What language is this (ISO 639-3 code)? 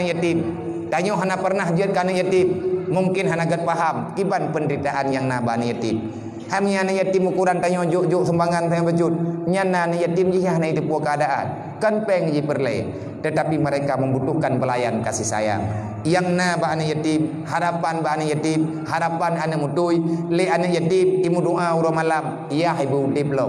ace